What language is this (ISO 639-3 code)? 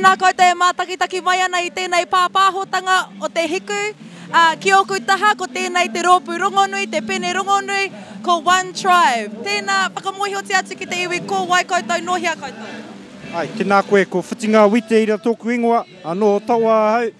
mri